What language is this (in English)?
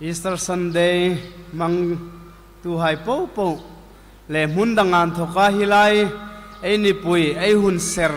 Hmar